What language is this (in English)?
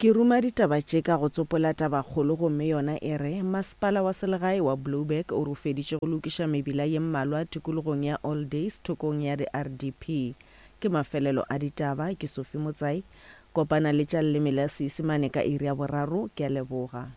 Northern Sotho